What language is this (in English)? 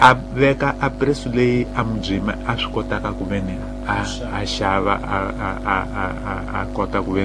Tsonga